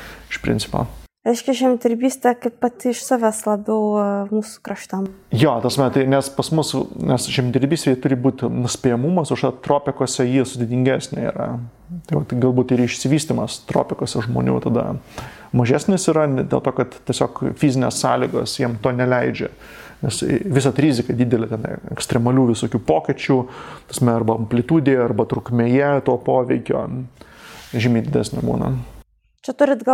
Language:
Lithuanian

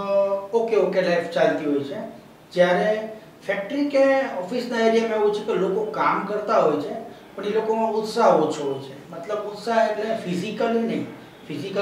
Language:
Gujarati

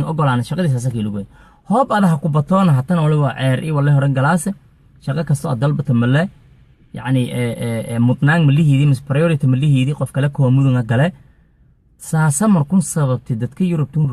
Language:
Somali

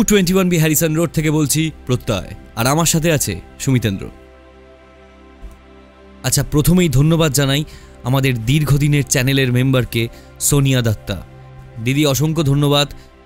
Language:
Bangla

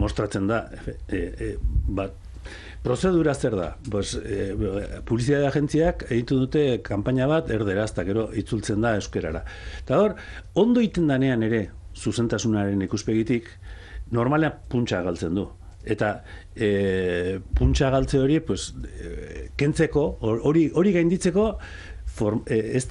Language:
Basque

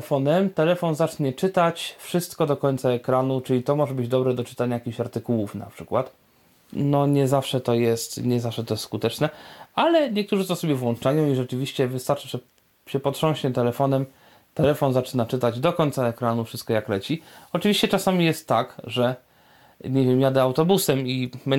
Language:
Polish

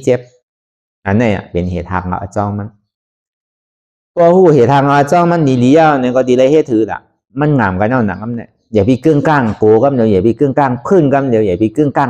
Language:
Shan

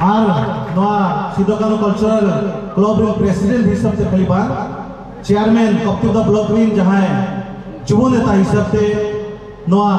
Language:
Santali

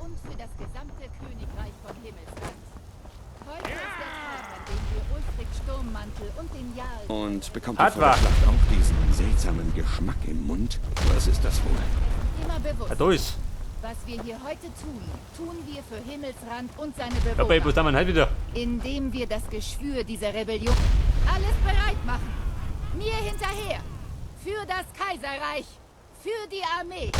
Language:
Bavarian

